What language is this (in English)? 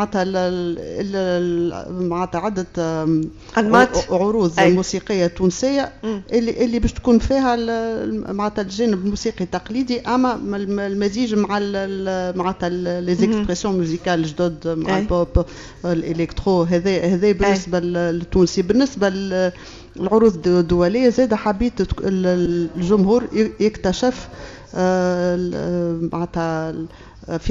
Tunisian Arabic